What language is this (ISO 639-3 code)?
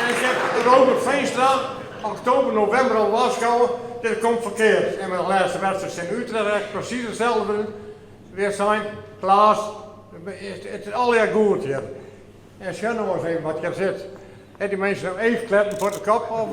fry